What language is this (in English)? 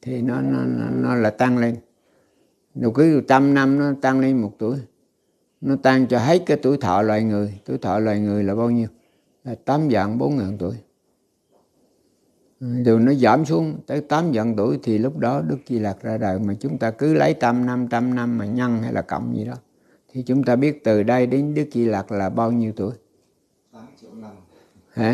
Vietnamese